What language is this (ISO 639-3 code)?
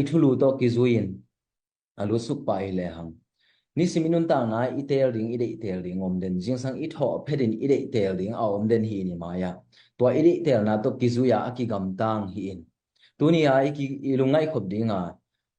ctd